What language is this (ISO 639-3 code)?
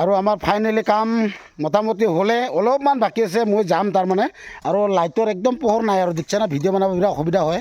asm